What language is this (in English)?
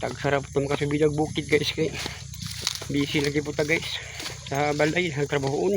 Cebuano